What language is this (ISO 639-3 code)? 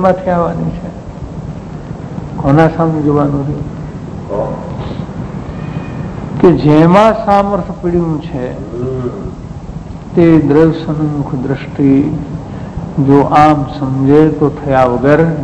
guj